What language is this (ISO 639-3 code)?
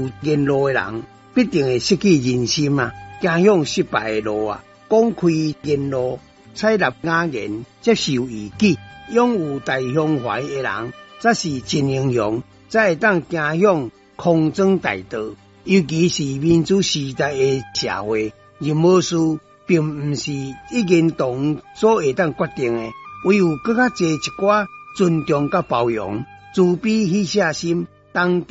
nan